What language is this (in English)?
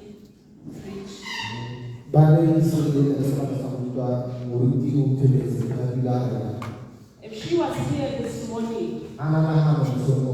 Tswana